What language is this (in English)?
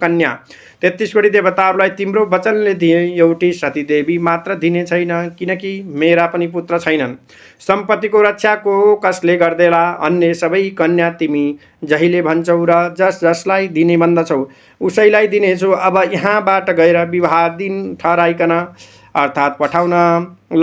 Nepali